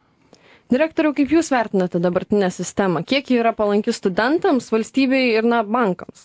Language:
Lithuanian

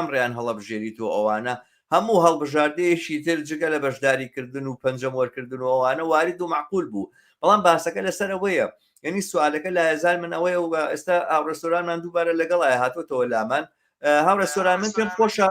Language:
Central Kurdish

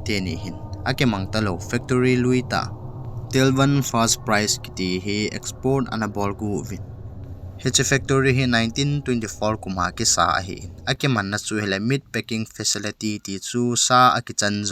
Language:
Thado Chin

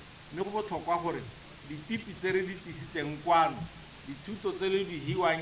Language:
Tswana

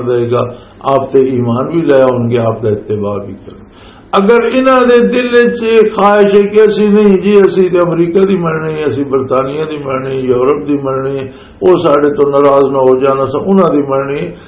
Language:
Western Panjabi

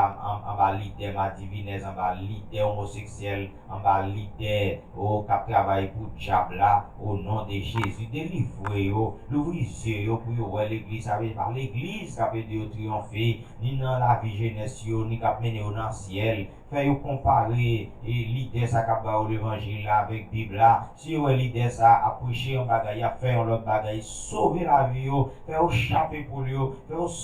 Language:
Haitian Creole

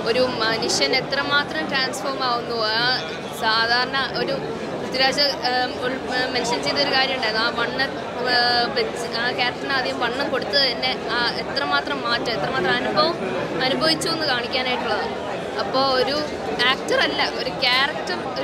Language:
Malayalam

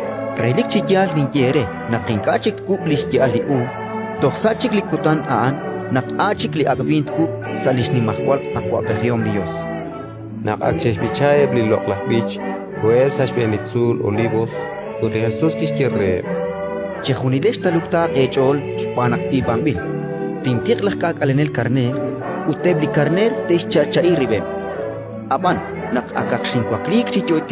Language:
Kekchí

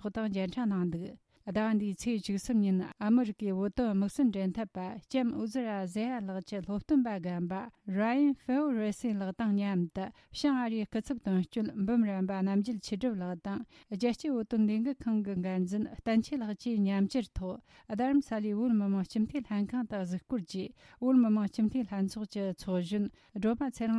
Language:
Tibetan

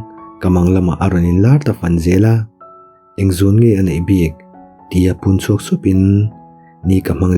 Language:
Mizo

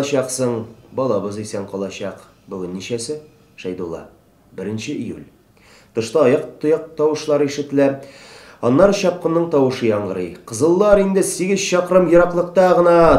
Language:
Tatar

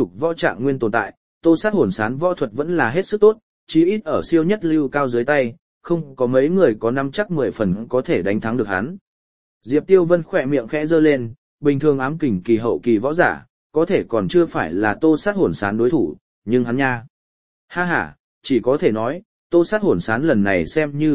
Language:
Vietnamese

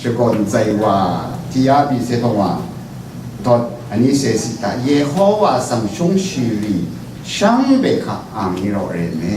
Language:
Rawang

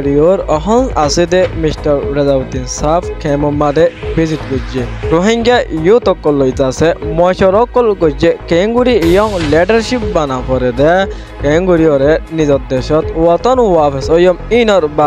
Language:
Rohingya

